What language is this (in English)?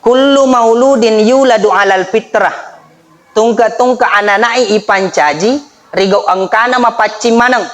Buginese